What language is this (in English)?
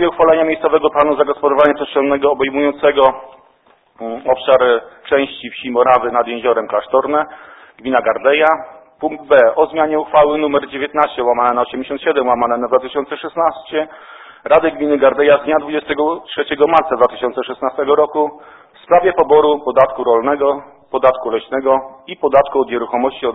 Polish